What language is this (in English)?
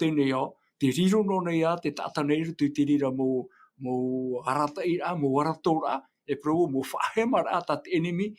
Tahitian